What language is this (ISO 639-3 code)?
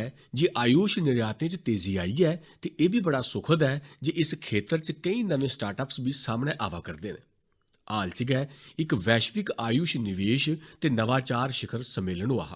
doi